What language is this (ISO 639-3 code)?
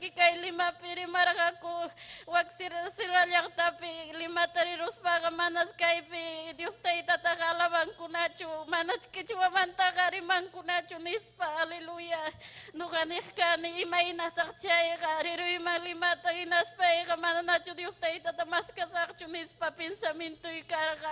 quy